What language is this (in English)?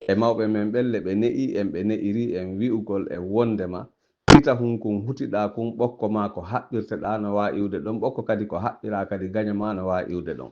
Fula